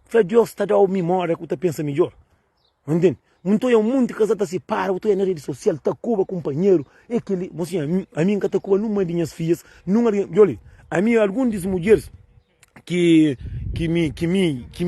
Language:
Kabuverdianu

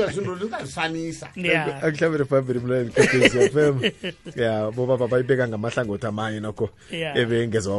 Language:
South Ndebele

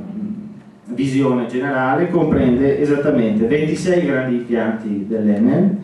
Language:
Italian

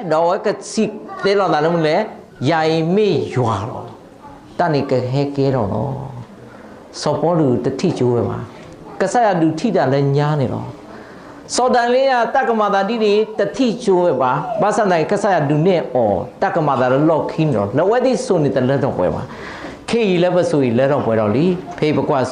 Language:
S'gaw Karen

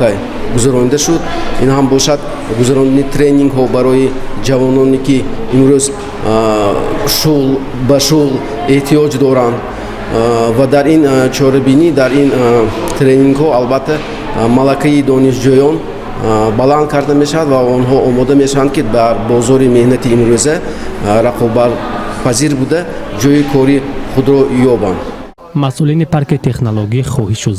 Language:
Tajik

